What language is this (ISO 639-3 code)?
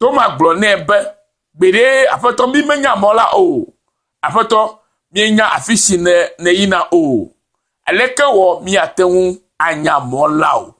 ewe